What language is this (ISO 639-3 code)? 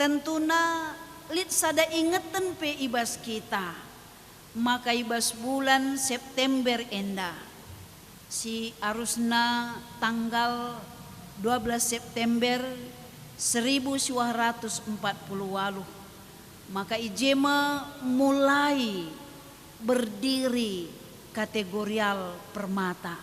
btx